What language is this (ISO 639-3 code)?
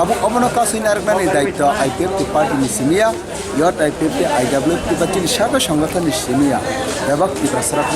trp